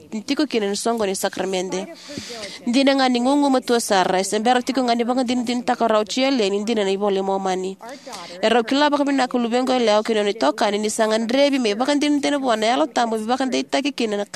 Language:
Fijian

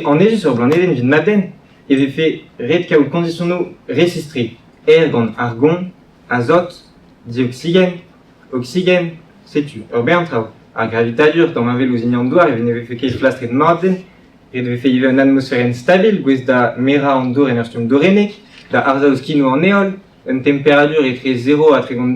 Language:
Breton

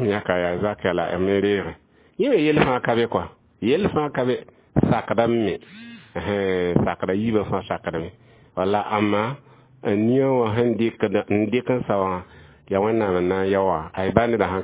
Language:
Mossi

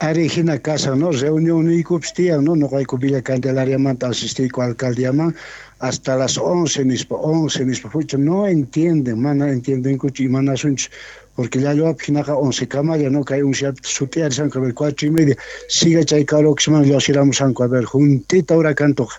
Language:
South Bolivian Quechua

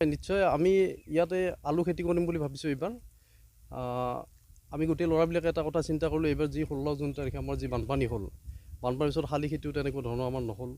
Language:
Assamese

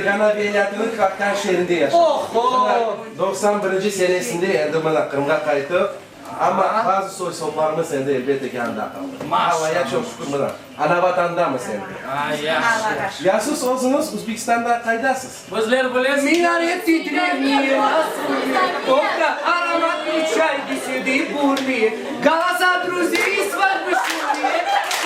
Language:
Crimean Tatar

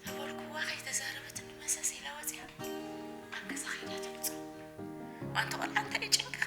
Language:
Tigrinya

